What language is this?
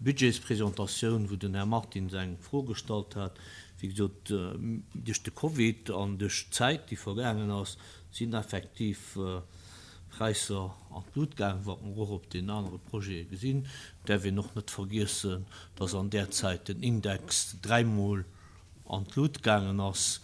Luxembourgish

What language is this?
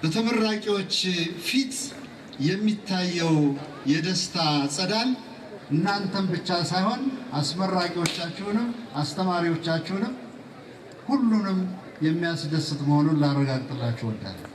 Amharic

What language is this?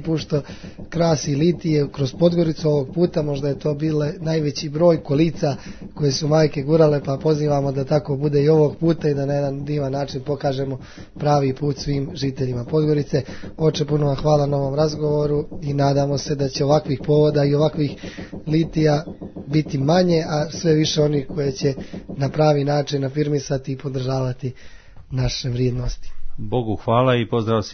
Serbian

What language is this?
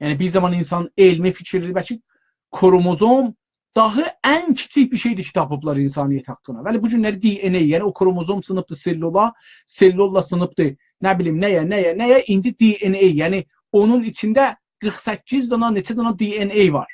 South Azerbaijani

